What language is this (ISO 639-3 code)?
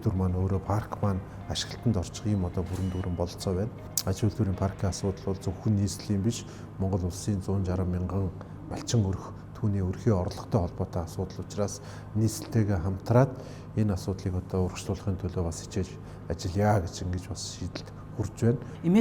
mon